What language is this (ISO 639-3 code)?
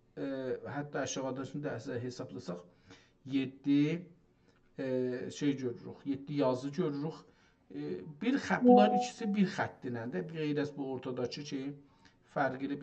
azb